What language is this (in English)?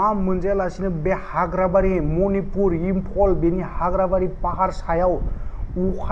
Bodo